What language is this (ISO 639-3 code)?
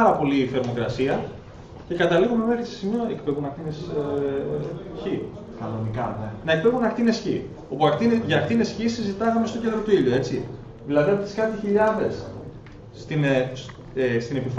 ell